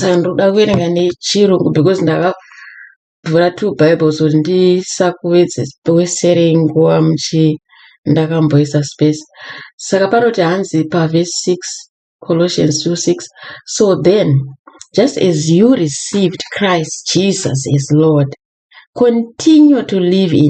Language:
Shona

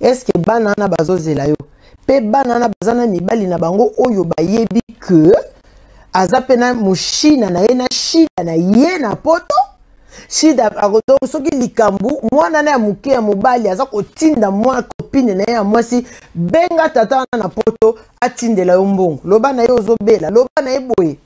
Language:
Lingala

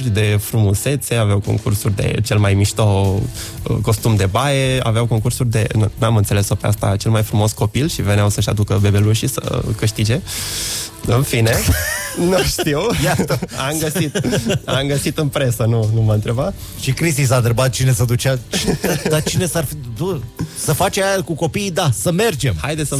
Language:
Romanian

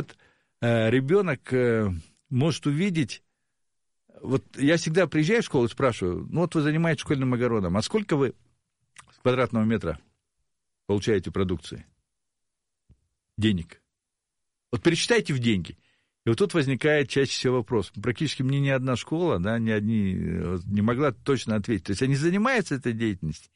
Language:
Russian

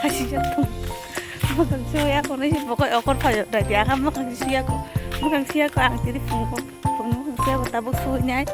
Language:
Kok Borok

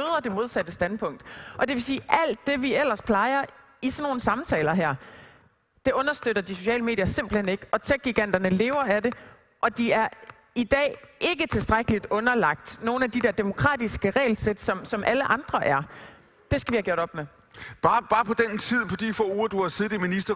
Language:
Danish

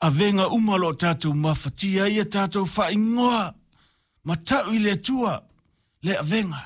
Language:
Samoan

